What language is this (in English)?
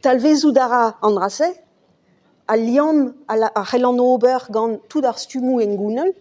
Breton